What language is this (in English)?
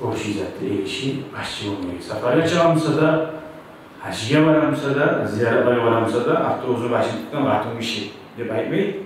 Kumyk